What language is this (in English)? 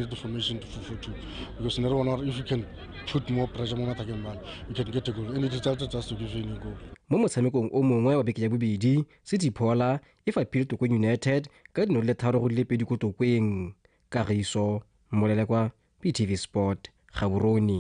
Tswana